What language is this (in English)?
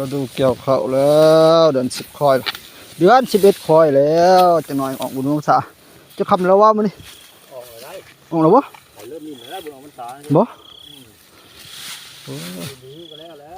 Northeastern Thai